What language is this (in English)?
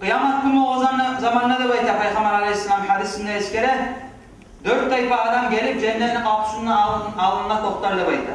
Kumyk